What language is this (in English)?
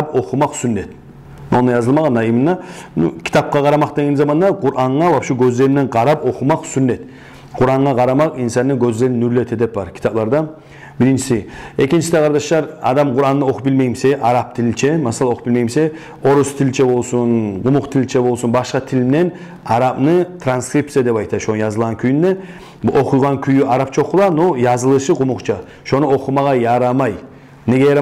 Kumyk